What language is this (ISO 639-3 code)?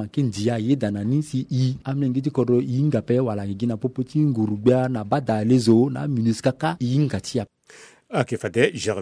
sag